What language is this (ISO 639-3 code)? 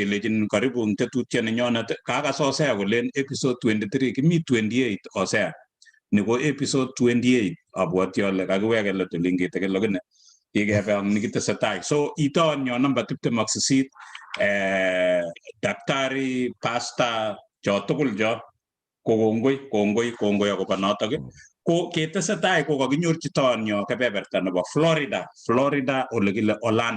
kln